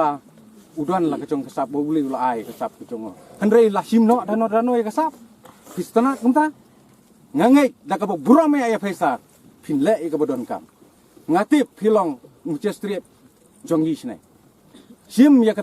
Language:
Khasi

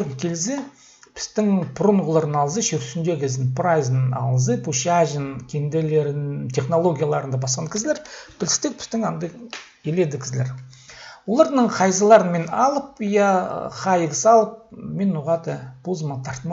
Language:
Khakas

